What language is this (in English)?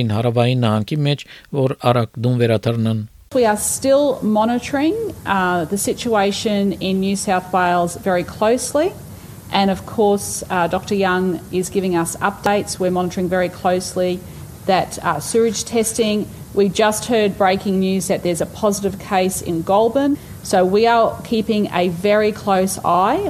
Armenian